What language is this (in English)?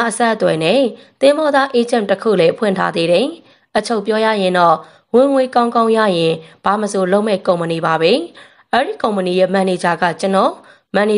Burmese